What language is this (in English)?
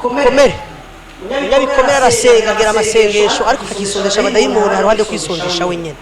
Rundi